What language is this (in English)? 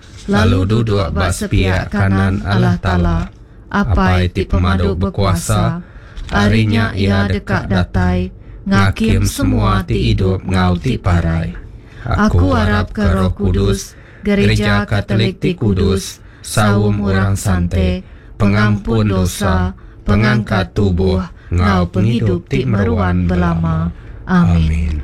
Iban